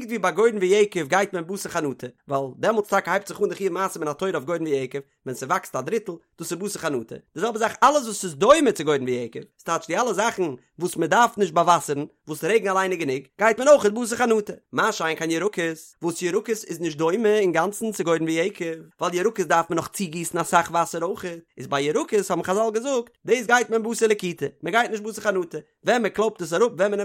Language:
Yiddish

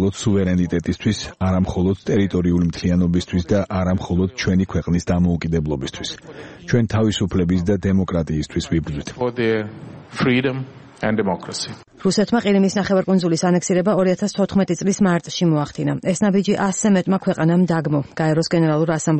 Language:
Georgian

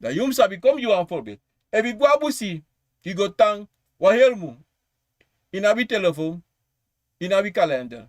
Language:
Sranan Tongo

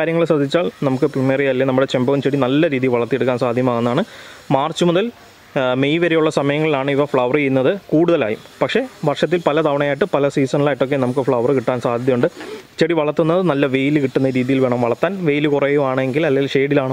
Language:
Malayalam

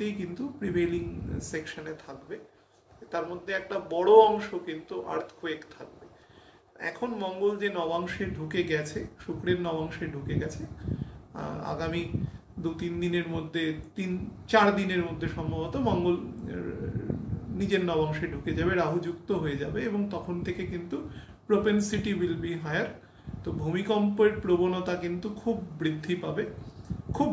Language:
Bangla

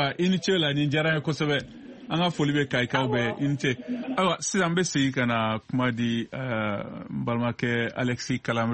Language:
Bambara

